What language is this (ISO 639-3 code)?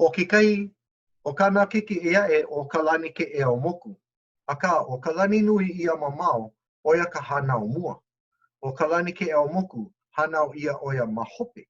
haw